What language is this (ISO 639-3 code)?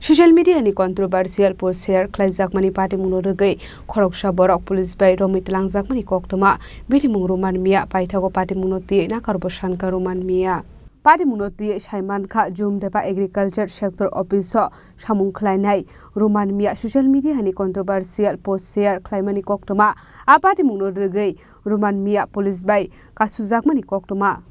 trp